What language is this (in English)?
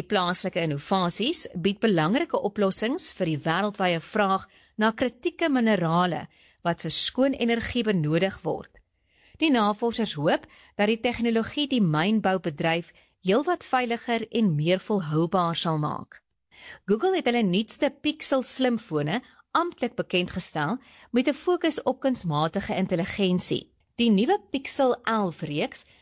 Afrikaans